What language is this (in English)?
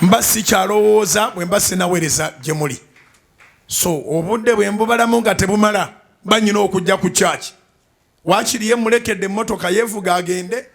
Ganda